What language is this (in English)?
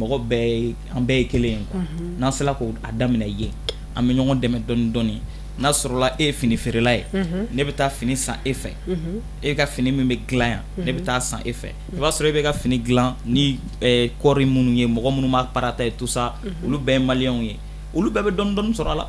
Bambara